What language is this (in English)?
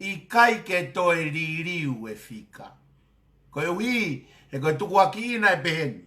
Tongan